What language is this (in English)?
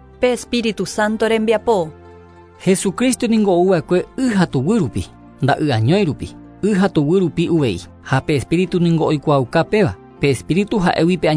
Guarani